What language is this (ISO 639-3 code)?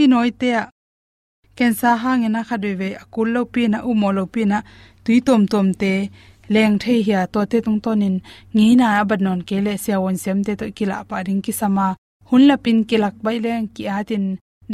ctd